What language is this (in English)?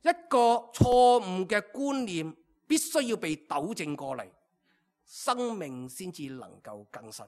Cantonese